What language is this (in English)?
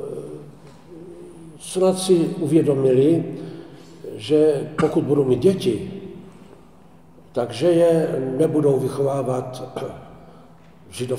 Czech